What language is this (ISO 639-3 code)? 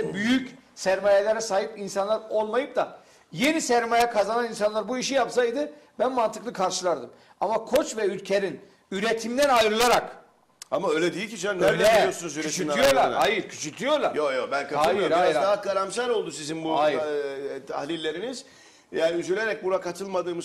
tur